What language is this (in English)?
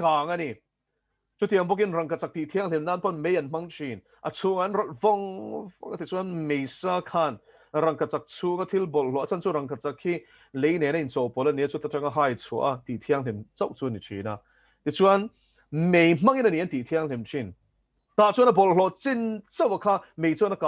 Mizo